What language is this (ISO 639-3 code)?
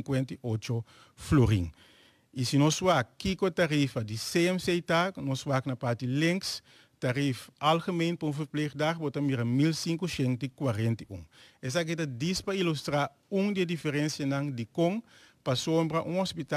pap